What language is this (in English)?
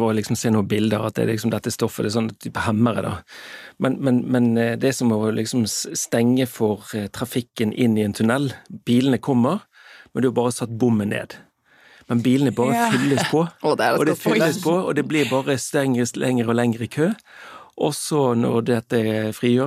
Norwegian